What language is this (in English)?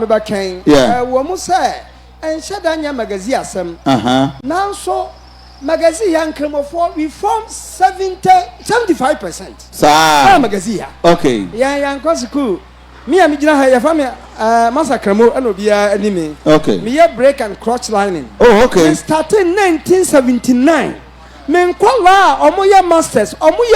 Akan